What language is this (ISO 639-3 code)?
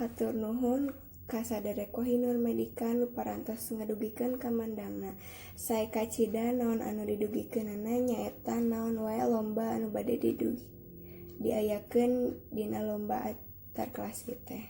sun